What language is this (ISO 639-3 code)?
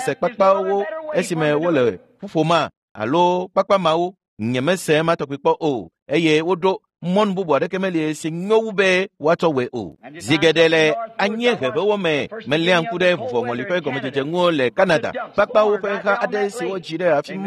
ewe